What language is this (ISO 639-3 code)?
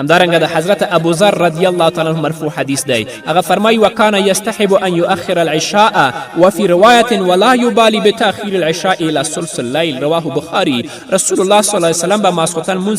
pus